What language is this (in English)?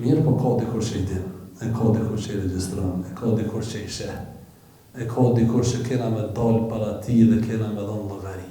Albanian